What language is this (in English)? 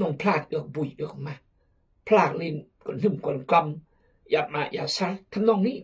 Khmu